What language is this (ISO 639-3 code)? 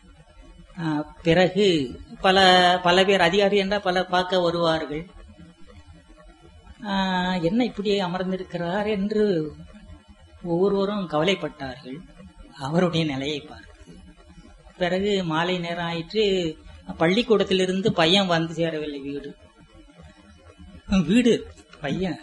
tam